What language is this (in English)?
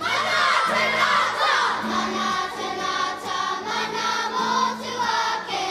Māori